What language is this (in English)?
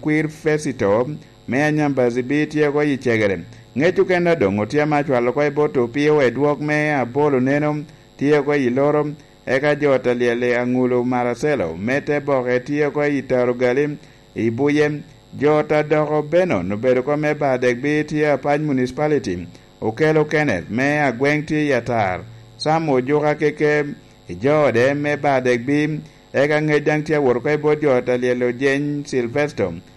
Lango (Uganda)